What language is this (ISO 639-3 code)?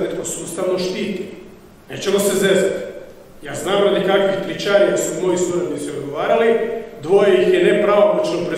hrv